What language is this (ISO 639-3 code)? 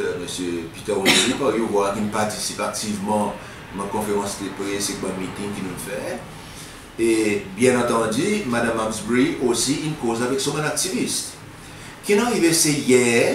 crs